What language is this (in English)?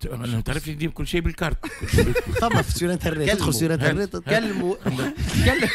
Tunisian Arabic